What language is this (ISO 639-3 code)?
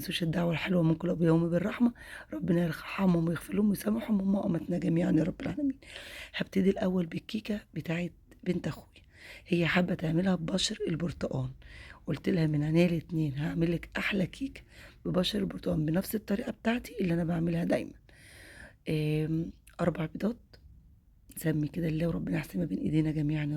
arz